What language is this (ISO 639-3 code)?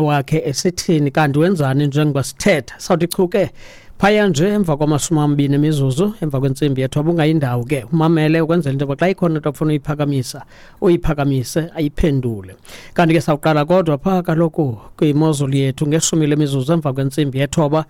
xho